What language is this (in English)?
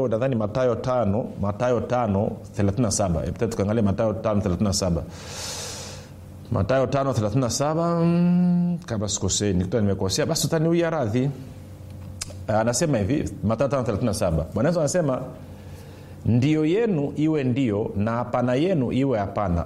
Swahili